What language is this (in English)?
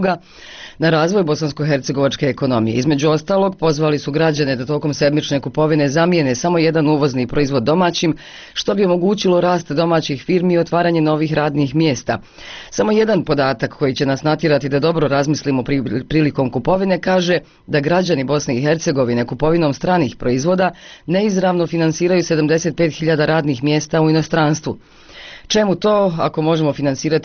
Bosnian